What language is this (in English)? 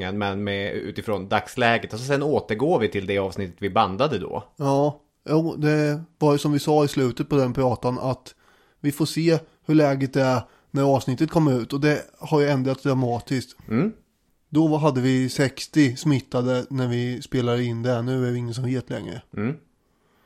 Swedish